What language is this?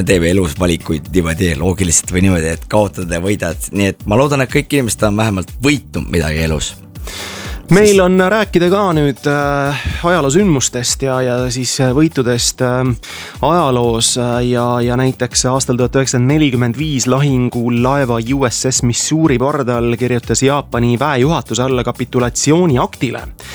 Estonian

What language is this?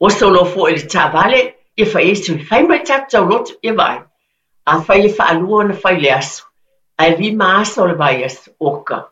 Samoan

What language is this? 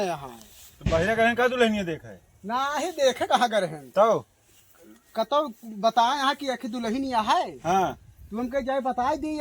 Awadhi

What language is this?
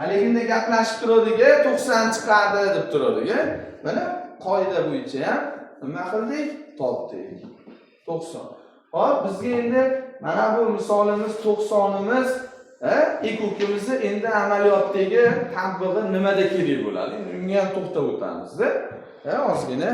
Uzbek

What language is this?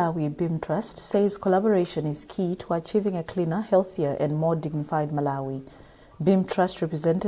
English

